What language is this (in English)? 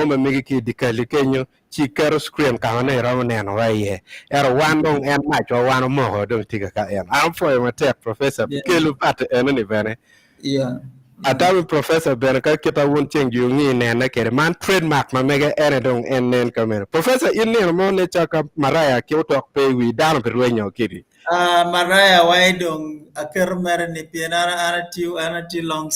Acoli